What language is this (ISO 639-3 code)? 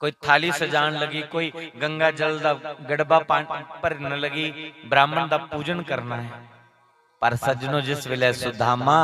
doi